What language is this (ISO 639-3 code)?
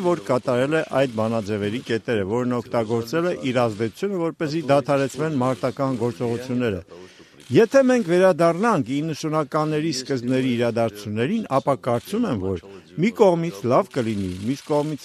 hye